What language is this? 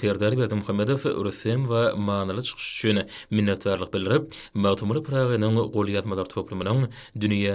Turkmen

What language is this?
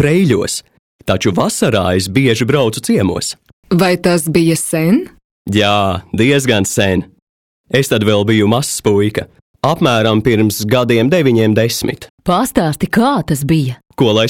Latvian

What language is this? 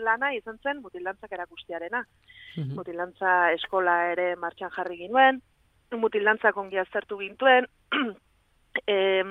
Basque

